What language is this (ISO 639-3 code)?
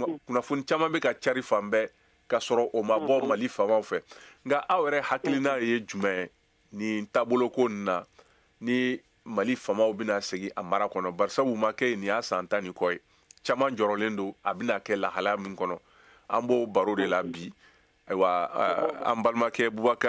bam